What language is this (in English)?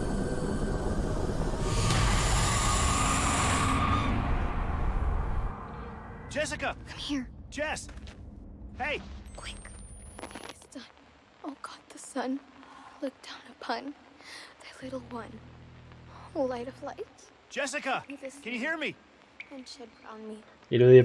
Basque